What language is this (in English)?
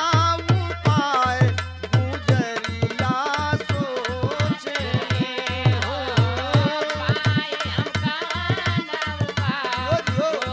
Bhojpuri